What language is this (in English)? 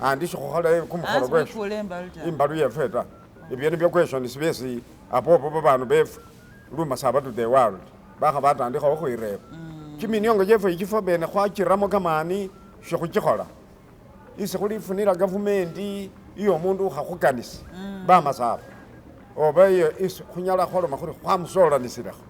Masaaba